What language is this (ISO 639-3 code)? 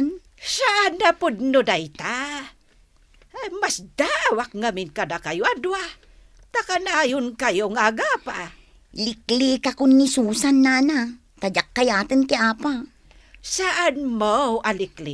ilo